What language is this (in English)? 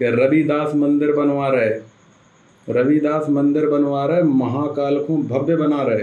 Bhojpuri